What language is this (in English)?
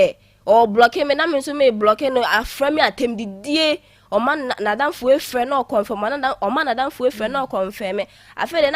Akan